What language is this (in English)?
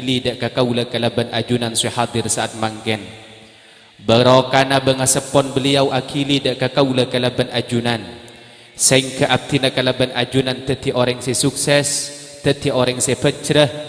Madurese